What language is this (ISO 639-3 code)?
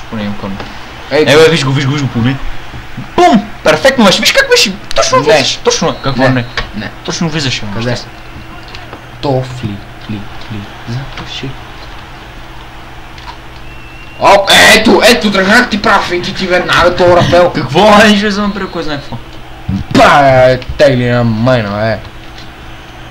bul